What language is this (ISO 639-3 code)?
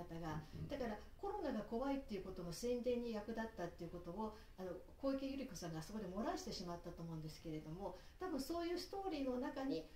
jpn